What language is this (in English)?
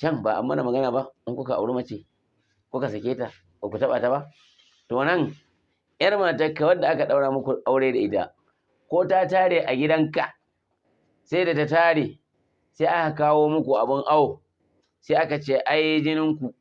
Hausa